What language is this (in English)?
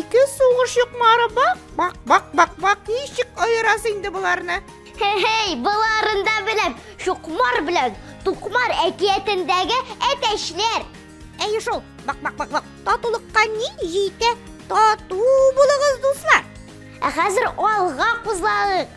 Tatar